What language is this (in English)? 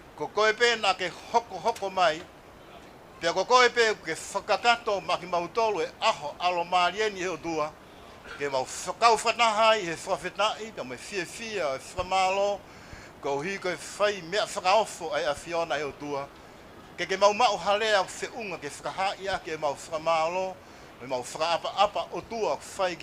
Tongan